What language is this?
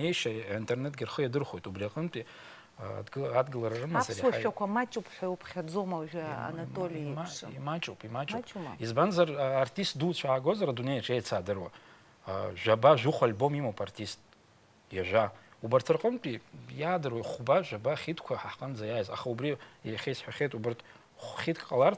Abkhazian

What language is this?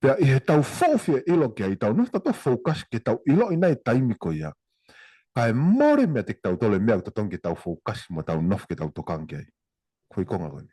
Tongan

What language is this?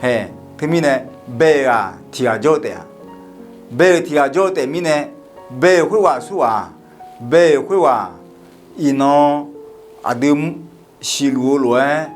Akha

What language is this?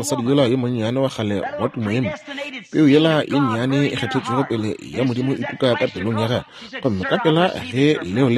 Northern Sotho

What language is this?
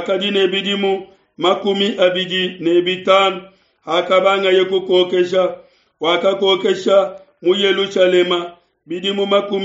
Luba-Lulua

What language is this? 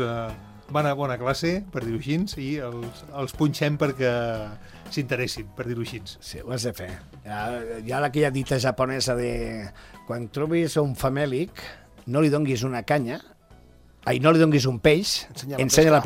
Catalan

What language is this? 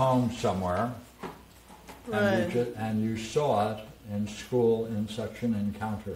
English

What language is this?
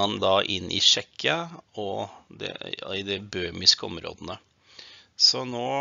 Norwegian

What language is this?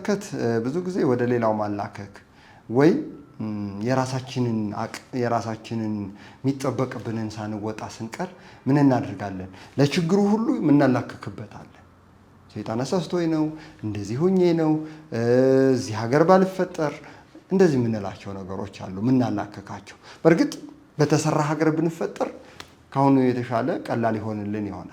Amharic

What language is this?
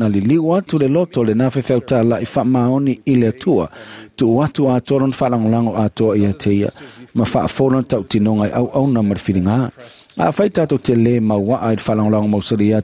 Samoan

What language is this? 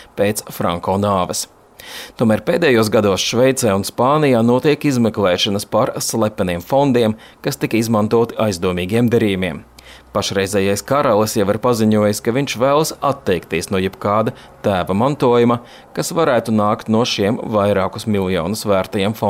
Latvian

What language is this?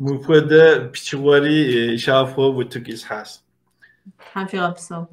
Kabardian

